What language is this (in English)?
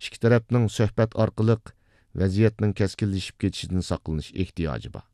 Uyghur